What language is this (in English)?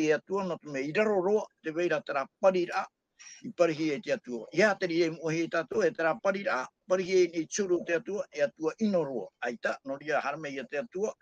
Tahitian